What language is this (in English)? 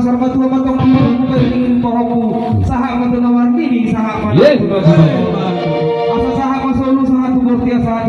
Batak Toba